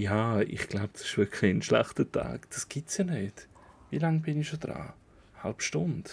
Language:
Swiss German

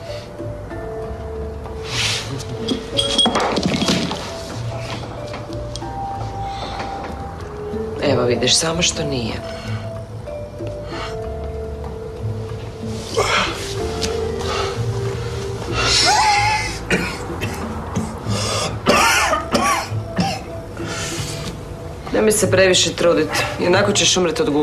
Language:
Croatian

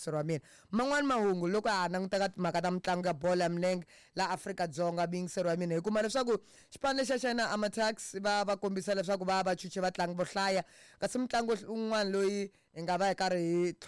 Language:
Tsonga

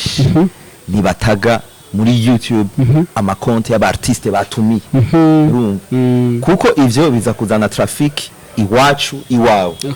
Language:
Rundi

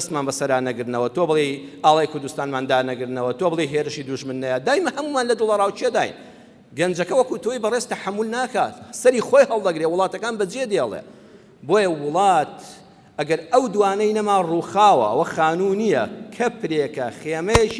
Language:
Central Kurdish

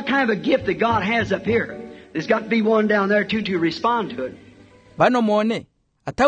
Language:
Makhuwa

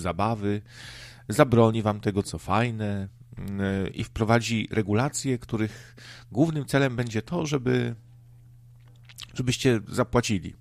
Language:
Polish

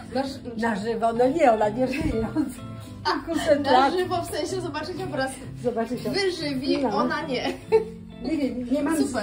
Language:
Polish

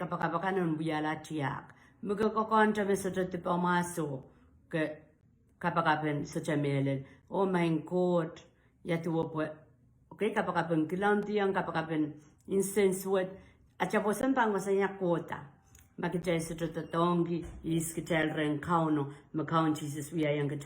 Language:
Pohnpeian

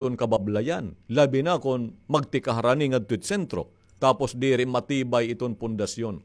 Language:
Waray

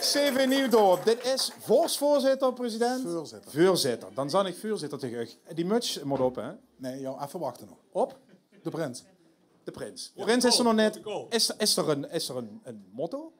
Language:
Limburgish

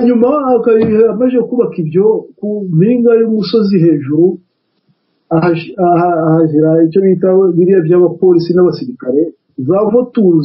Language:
Kinyarwanda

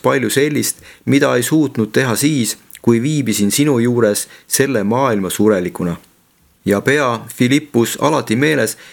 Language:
Estonian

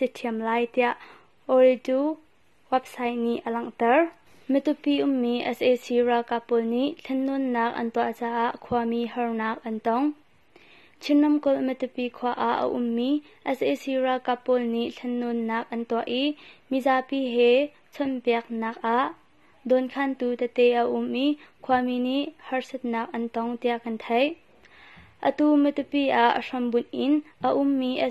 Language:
Hakha Chin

